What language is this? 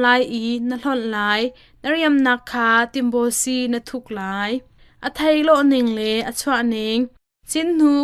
Hakha Chin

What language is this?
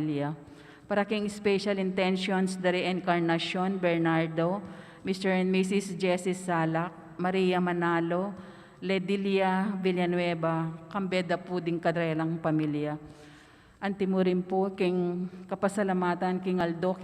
Pampanga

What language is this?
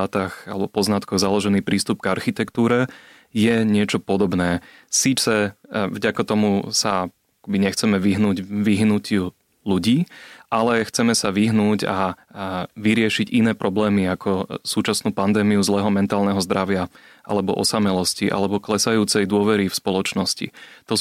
Slovak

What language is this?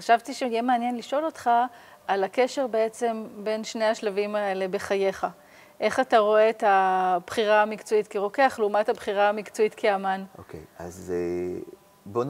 Hebrew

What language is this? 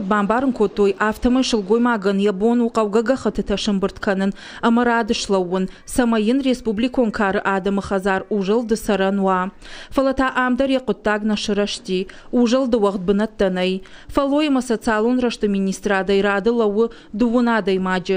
Ossetic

